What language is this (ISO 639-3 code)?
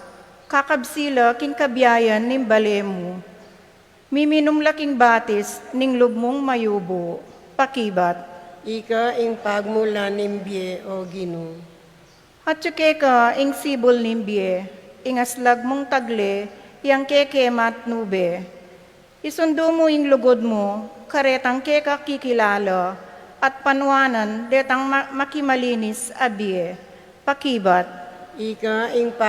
pam